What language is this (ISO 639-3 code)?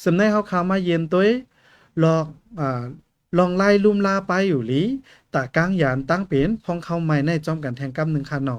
shn